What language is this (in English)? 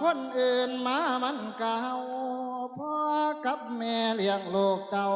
Lao